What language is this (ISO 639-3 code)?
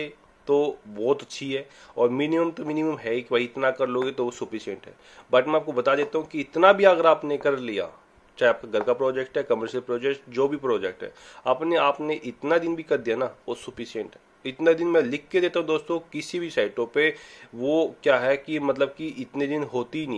hin